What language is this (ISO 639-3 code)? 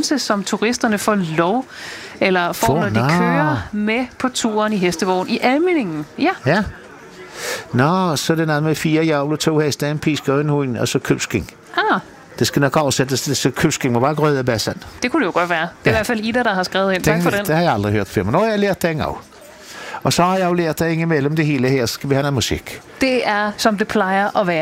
dan